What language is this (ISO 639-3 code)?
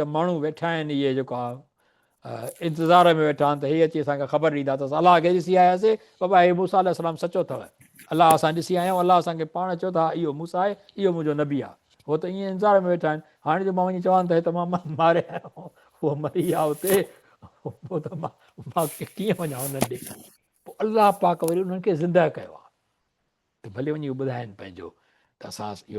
snd